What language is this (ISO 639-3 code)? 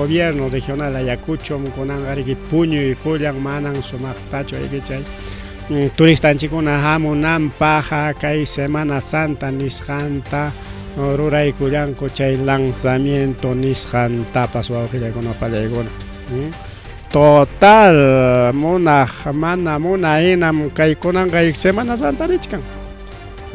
quy